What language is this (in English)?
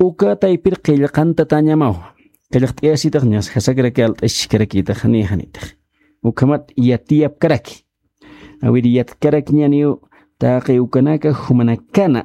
Aymara